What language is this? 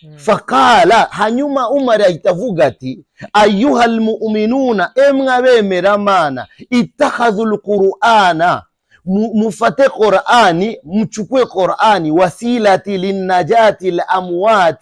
Kinyarwanda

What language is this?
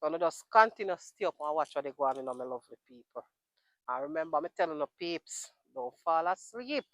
Jamaican Creole English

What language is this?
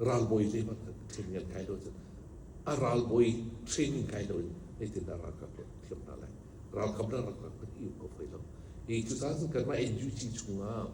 Hakha Chin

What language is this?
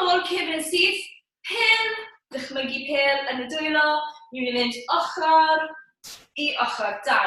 Welsh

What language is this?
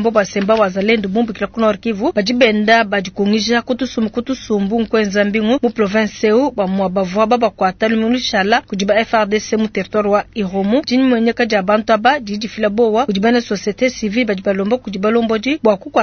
Luba-Lulua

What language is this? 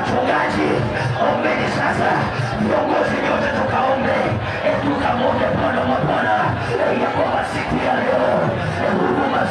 Swahili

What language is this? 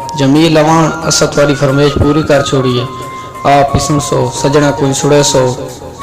Saraiki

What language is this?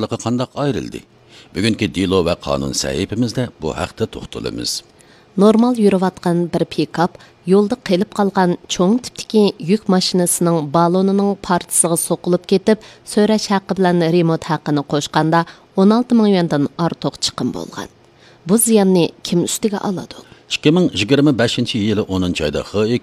Uyghur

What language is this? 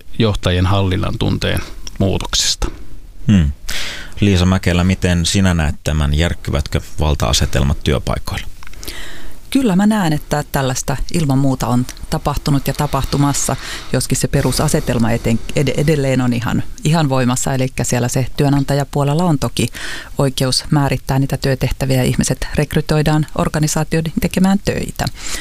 Finnish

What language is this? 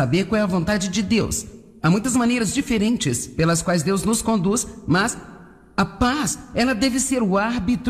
Portuguese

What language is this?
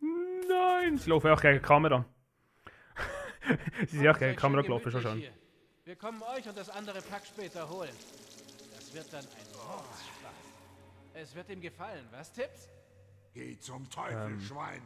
Swiss German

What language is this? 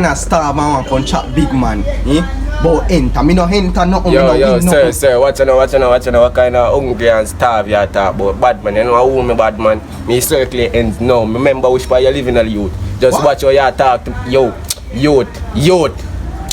Jamaican Creole English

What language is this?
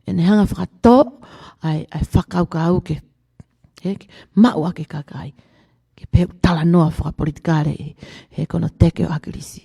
Tongan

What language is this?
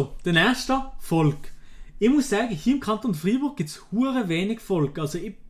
Swiss German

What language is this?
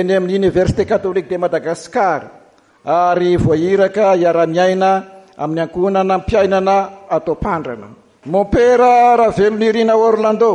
Malagasy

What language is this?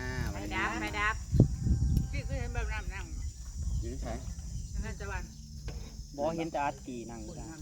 Northeastern Thai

